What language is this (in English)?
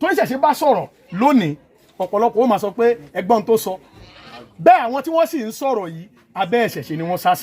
Yoruba